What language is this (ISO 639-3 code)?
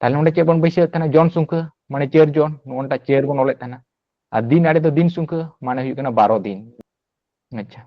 sat